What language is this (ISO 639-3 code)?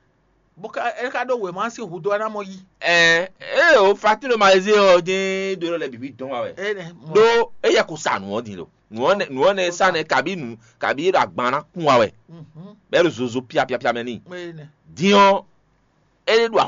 fon